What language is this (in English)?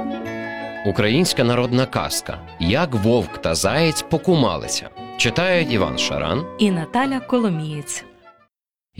Ukrainian